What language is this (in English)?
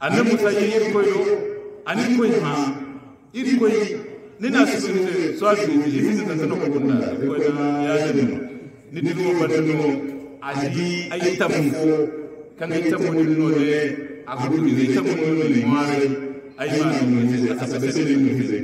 Hausa